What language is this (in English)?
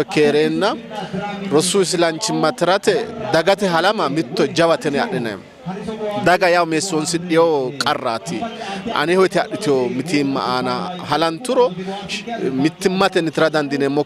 Sidamo